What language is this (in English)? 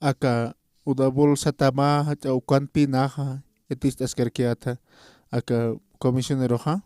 Aymara